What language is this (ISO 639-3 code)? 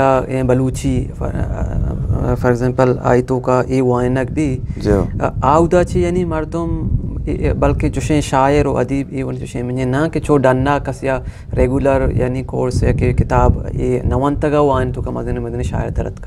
bgp